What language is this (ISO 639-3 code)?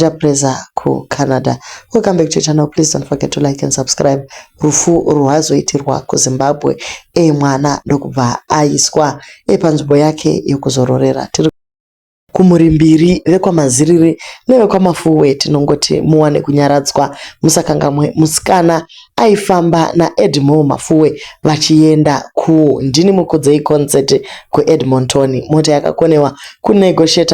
sna